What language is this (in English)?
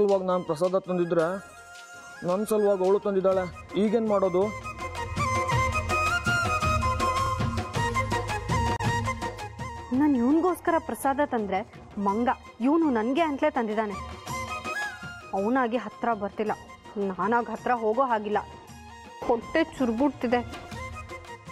Kannada